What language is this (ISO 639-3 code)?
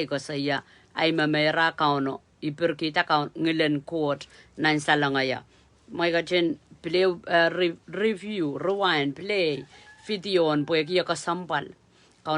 pon